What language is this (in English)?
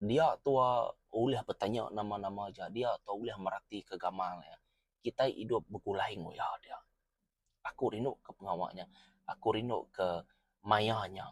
Iban